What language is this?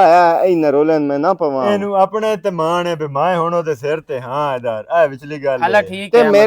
Western Panjabi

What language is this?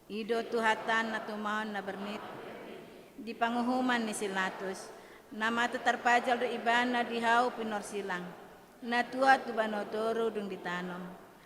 Batak Toba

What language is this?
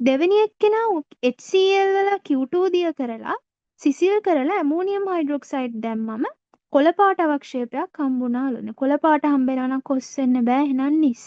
Sinhala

